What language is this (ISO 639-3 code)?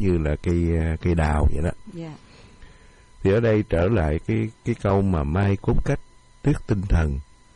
vie